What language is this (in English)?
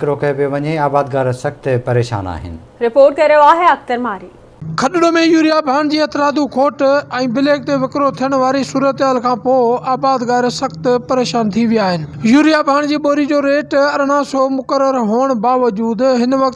Sindhi